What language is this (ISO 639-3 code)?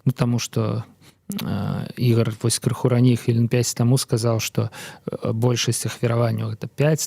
bel